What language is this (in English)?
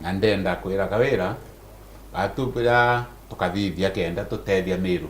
Meru